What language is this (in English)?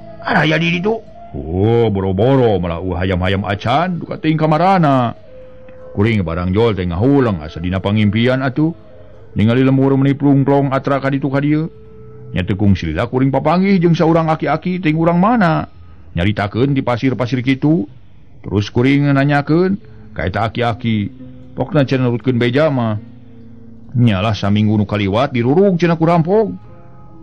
Sundanese